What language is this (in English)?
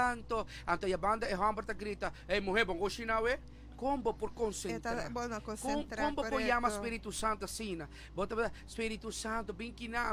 Papiamento